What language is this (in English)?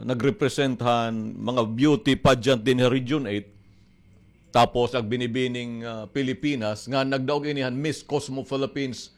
Waray